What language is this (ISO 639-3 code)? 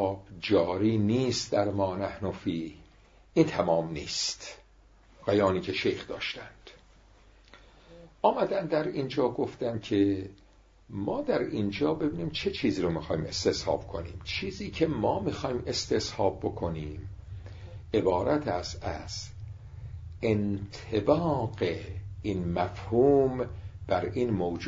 fas